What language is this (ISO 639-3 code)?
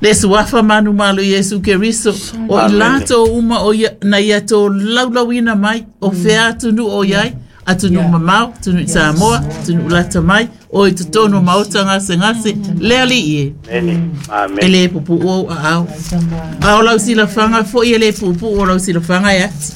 smo